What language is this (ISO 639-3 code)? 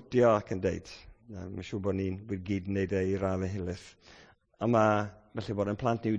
cym